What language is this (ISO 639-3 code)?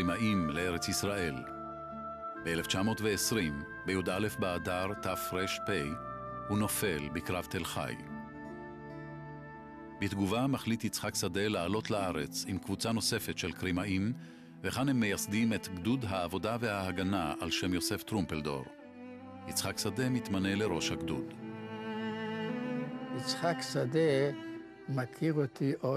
heb